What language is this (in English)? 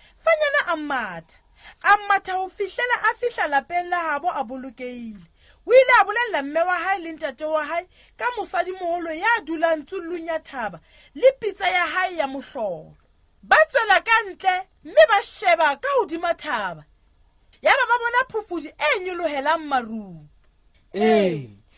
Southern Sotho